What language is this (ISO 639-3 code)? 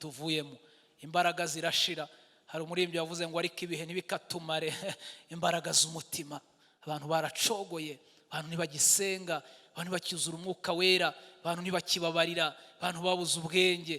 kin